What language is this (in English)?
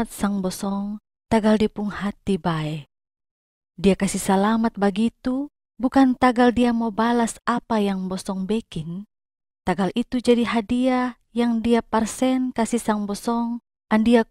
Kupang Malay